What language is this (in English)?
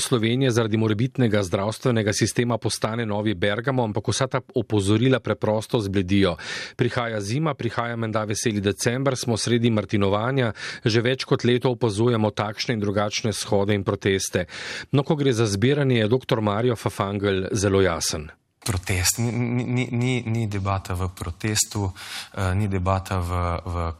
Slovenian